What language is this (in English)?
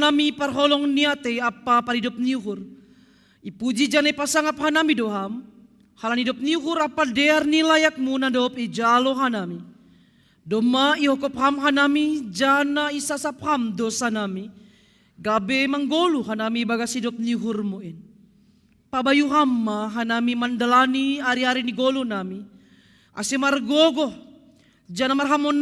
Batak Simalungun